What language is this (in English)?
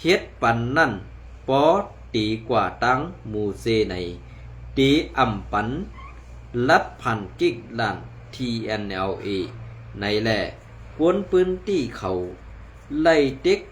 Shan